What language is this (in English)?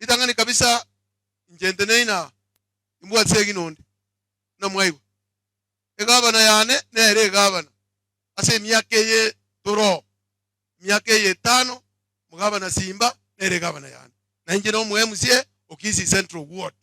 Gusii